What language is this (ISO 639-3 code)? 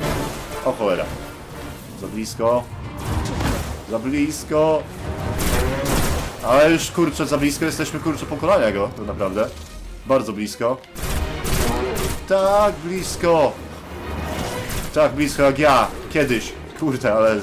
pol